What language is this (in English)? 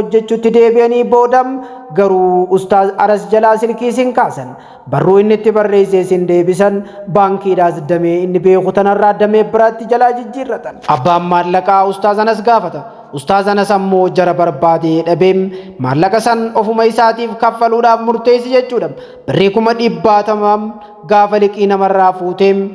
Oromo